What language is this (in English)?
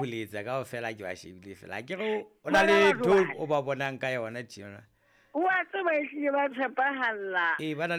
Southern Sotho